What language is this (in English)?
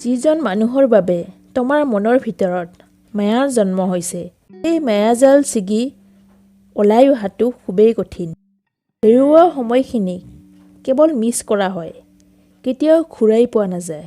Assamese